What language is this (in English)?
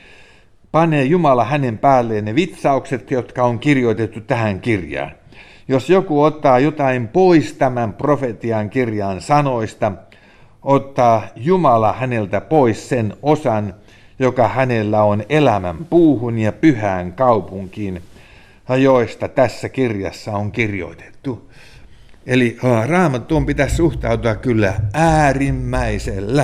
Finnish